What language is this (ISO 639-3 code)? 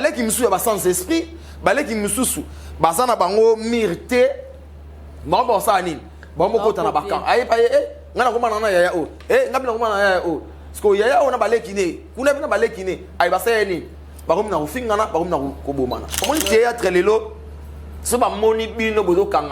lin